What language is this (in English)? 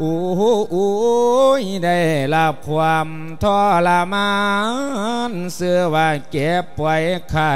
Lao